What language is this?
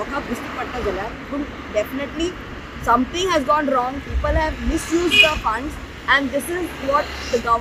Konkani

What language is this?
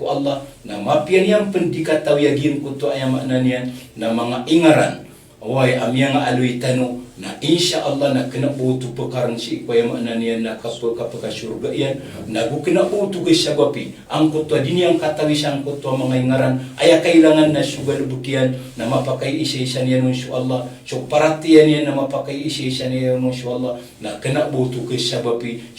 Maranao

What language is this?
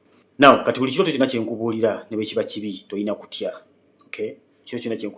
Ganda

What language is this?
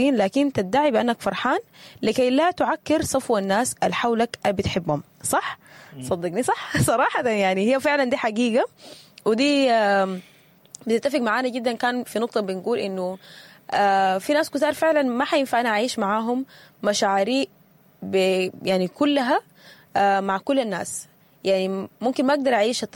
Sudanese Arabic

